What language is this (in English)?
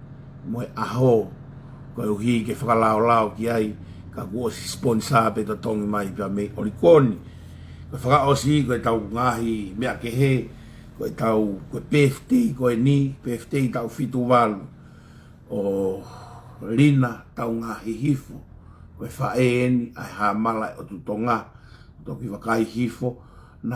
Tongan